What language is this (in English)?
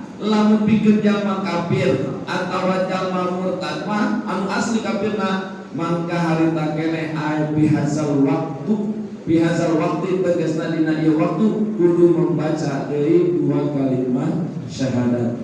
Sundanese